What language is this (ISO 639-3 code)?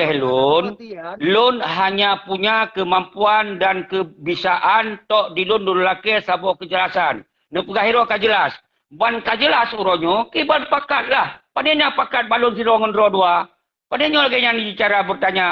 ace